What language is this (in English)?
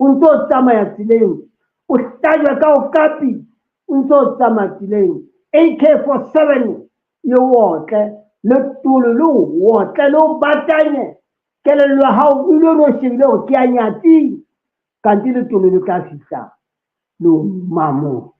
Southern Sotho